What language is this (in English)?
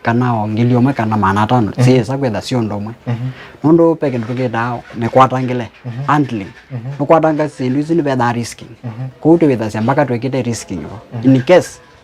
Kamba